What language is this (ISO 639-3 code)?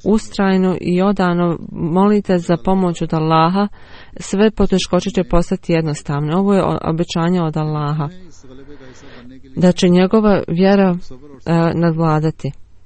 bos